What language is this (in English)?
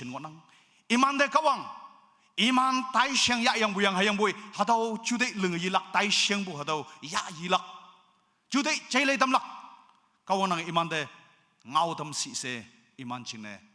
Naga Pidgin